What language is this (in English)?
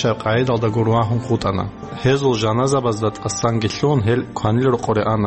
Avaric